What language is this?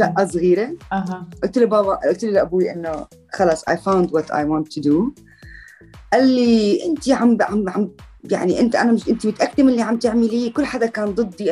North Levantine Arabic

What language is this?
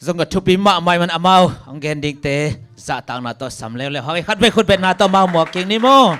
Tedim Chin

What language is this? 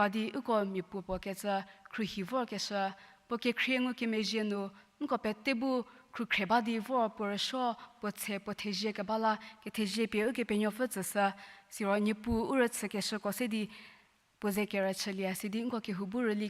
Angami Naga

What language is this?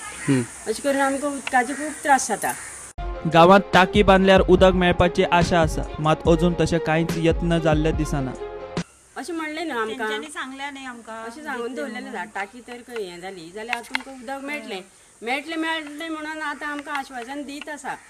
Konkani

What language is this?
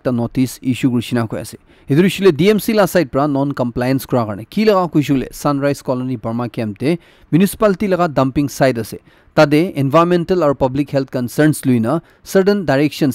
Naga Pidgin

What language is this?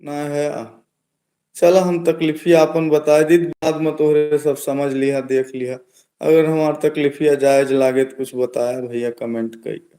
Awadhi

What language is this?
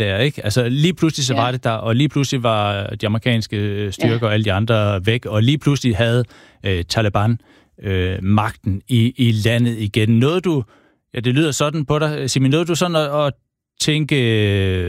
Danish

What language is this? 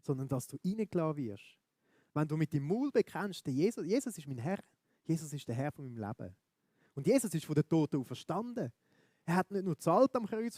Swiss German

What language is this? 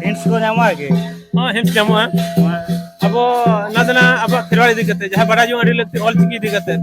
Santali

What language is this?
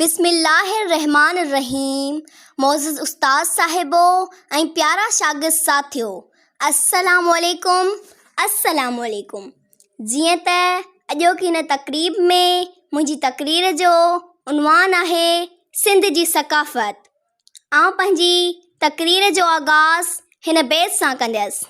Sindhi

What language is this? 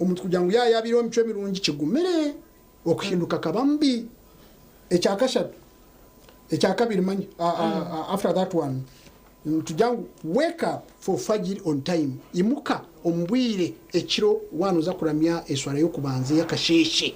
Nyankole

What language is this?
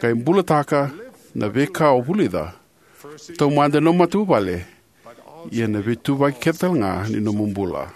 Fijian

